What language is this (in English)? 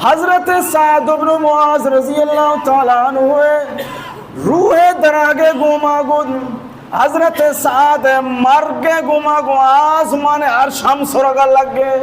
Baluchi